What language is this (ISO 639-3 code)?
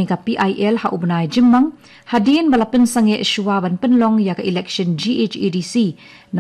kha